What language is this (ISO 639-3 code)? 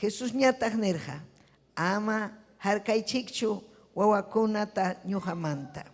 quy